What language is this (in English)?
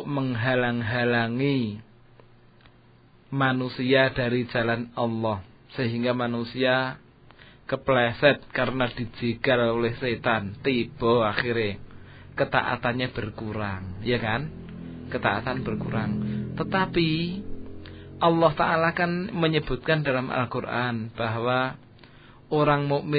Indonesian